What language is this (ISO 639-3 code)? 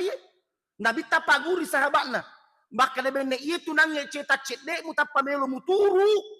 bug